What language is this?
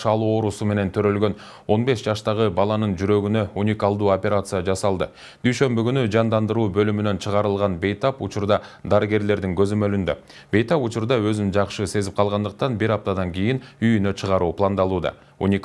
Kyrgyz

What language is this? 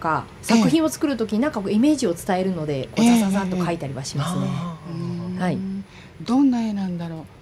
Japanese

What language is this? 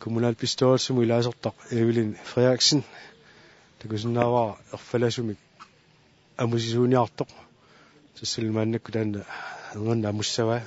Kalaallisut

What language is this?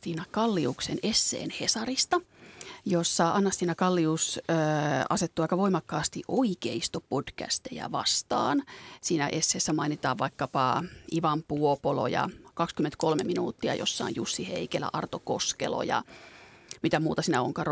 Finnish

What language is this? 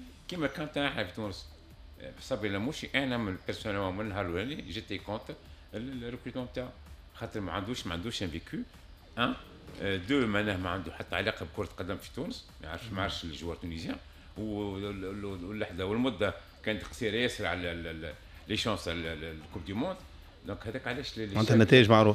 Tunisian Arabic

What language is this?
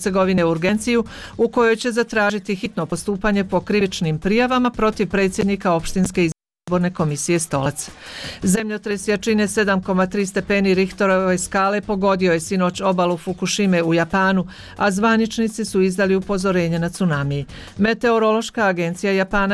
Bosnian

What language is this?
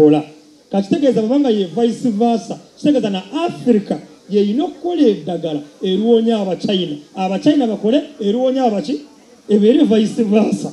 Ganda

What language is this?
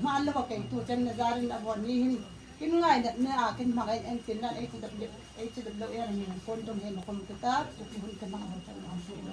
Hmar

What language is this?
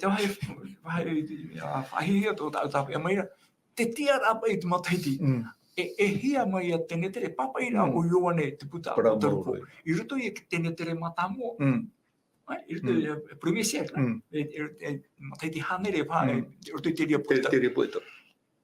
Tahitian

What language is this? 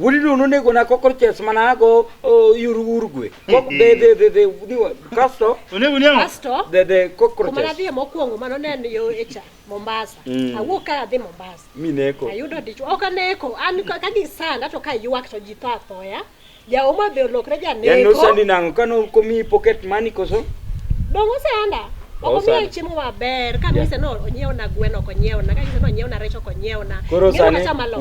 Luo (Kenya and Tanzania)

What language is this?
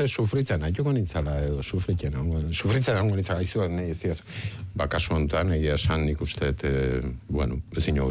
Basque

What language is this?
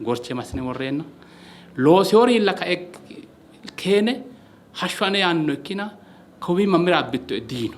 Sidamo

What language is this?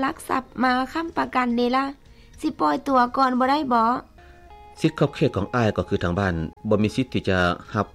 Lao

